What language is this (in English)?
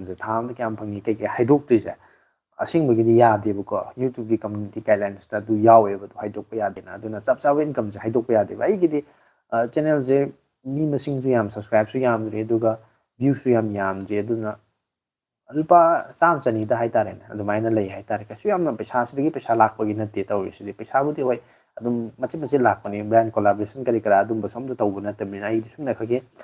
Manipuri